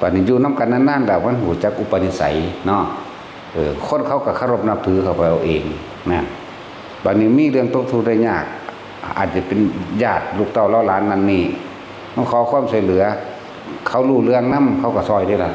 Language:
Northeastern Thai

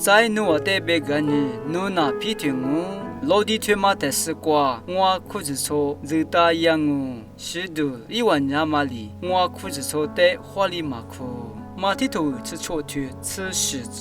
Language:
Lisu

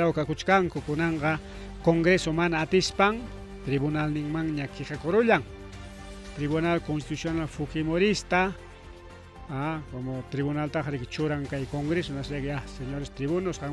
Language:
Ayacucho Quechua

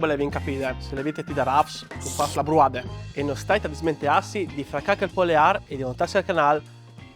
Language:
Friulian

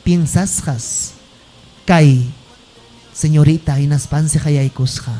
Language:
Ayacucho Quechua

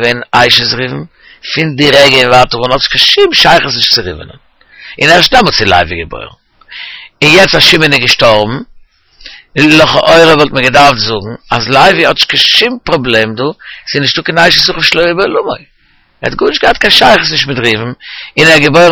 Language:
Yiddish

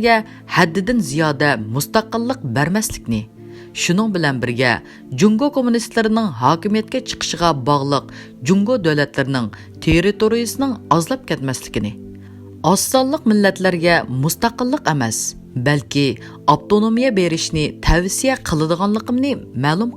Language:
Uyghur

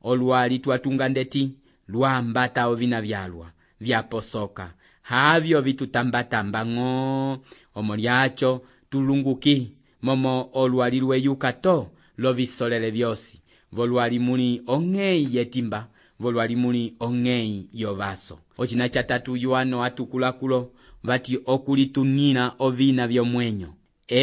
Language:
Umbundu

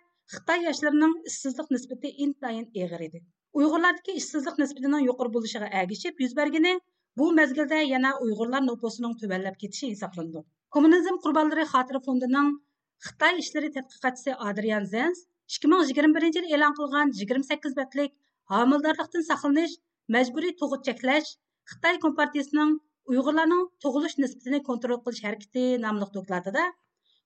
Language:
Uyghur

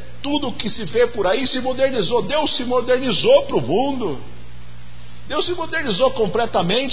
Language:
Portuguese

